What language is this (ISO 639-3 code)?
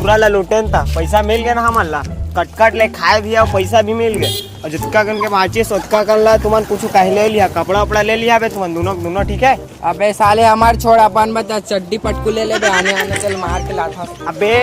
hne